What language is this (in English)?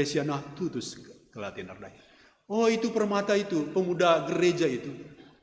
Batak Karo